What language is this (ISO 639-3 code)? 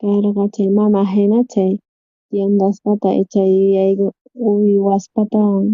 quh